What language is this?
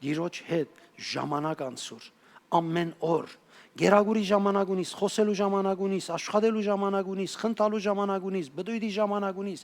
Western Armenian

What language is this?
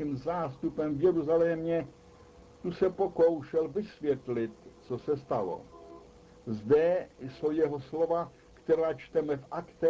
Czech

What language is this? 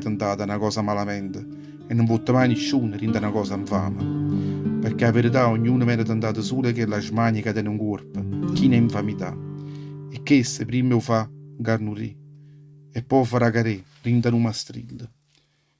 Neapolitan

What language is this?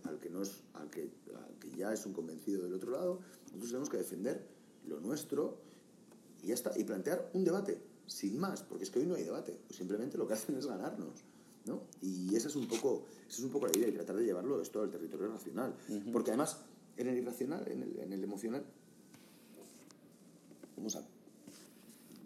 Spanish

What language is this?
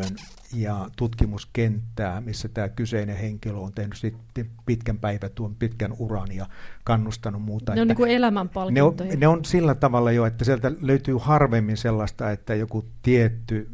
Finnish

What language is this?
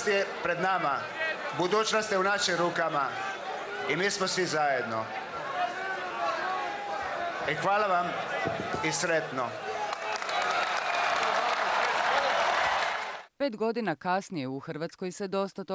Croatian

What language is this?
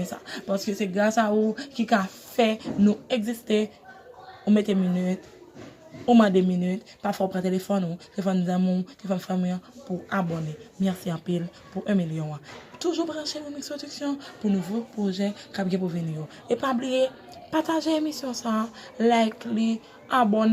Haitian Creole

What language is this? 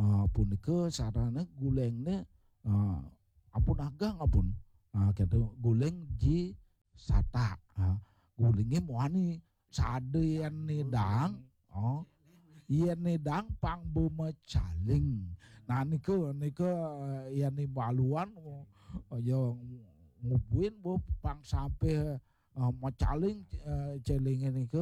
Balinese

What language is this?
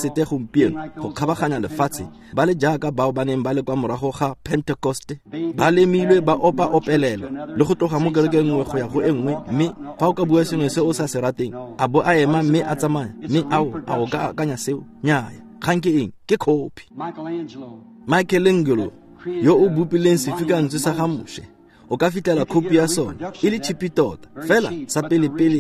Tswana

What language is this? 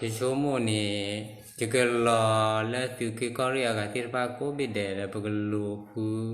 S'gaw Karen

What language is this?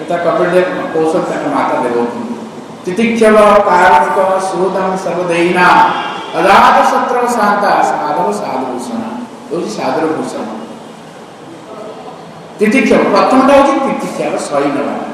Odia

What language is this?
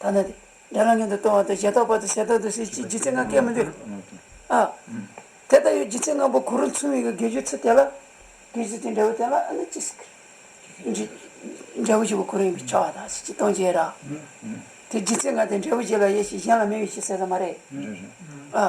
Tibetan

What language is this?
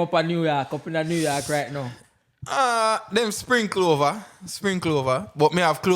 Jamaican Creole English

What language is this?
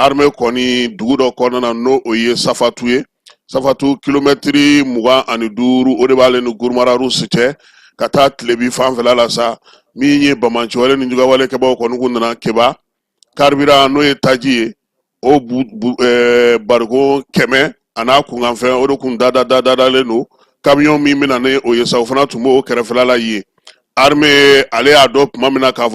Bambara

